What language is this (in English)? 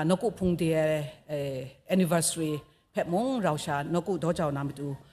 Kachin